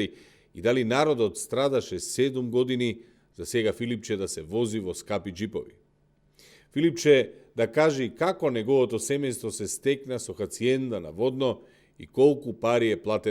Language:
Macedonian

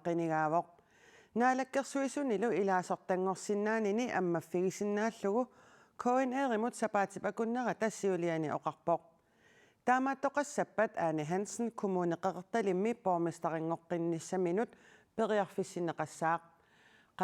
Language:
Kalaallisut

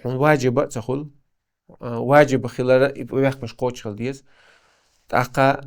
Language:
Chechen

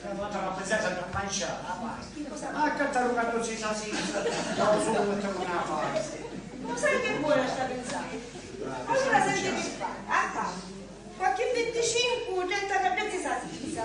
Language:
Sicilian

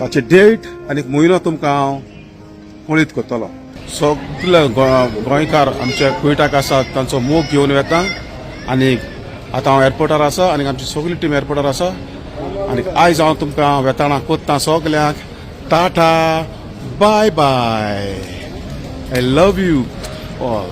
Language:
Konkani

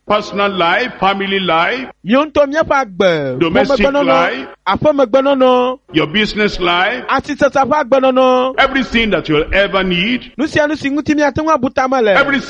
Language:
Ewe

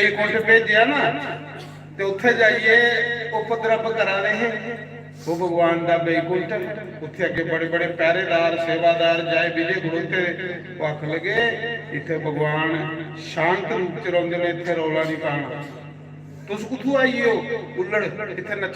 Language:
Dogri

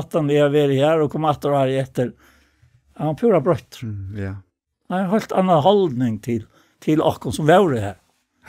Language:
Faroese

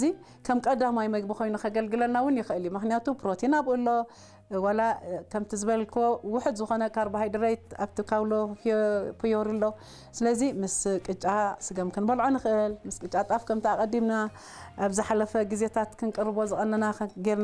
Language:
Tigrinya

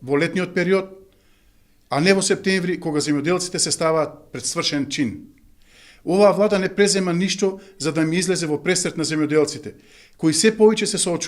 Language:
Macedonian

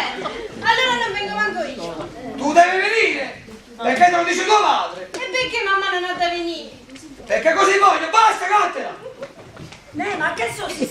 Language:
Neapolitan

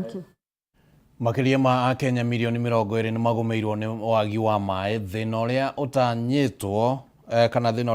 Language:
Kikuyu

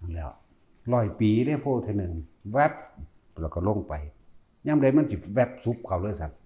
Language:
Northeastern Thai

